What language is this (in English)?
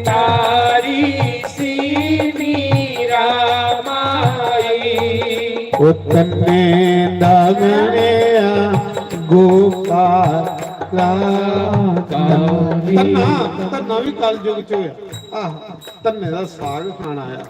Dogri